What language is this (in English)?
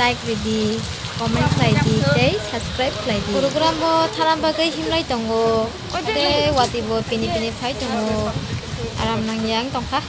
Kok Borok